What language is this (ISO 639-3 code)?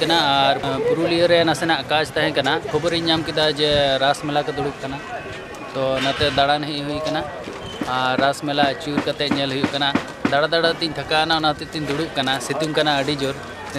sat